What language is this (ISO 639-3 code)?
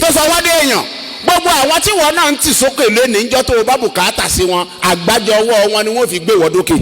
yor